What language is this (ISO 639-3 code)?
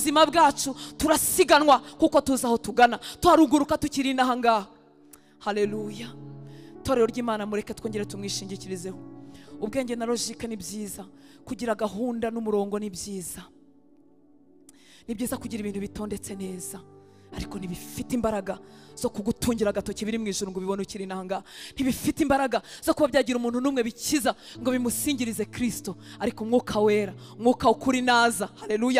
kin